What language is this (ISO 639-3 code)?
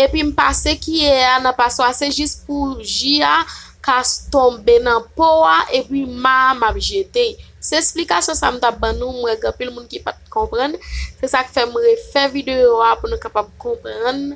hat